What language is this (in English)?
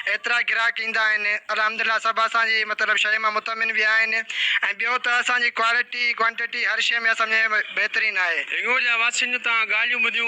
Sindhi